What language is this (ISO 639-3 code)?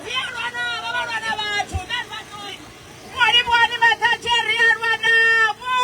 ven